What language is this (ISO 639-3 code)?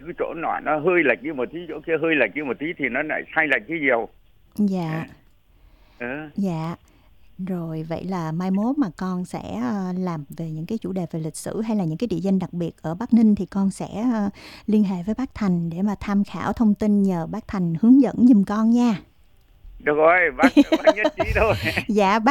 vie